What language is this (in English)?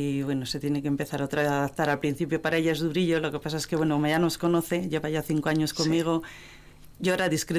Spanish